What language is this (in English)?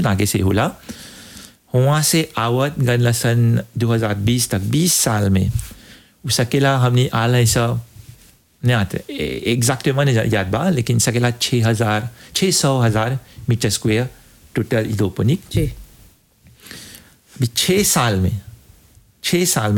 Bhojpuri